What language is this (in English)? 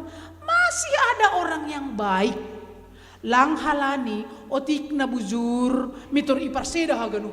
Batak Simalungun